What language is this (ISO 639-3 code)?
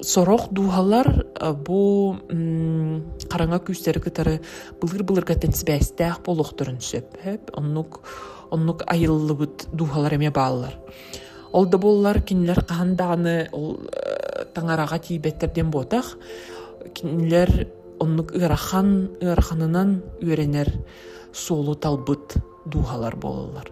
sah